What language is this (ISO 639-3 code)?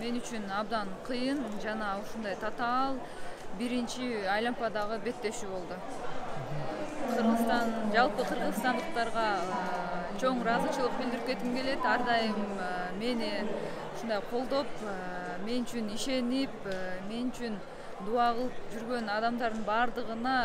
kir